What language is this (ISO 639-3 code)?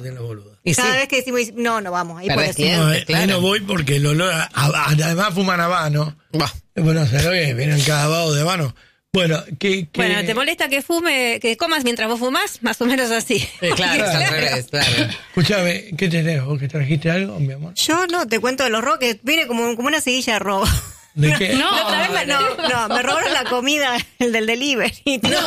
spa